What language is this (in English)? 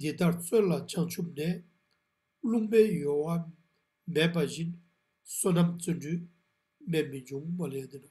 Ladakhi